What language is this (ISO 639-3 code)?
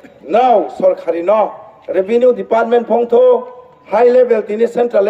ria